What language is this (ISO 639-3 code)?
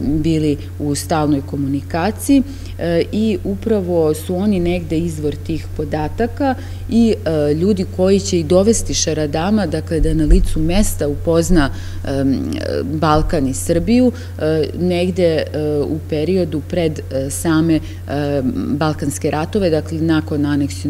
srp